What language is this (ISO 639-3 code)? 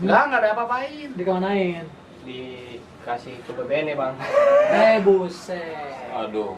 bew